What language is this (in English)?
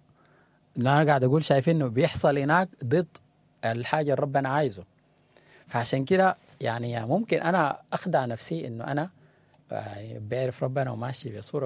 Sudanese Arabic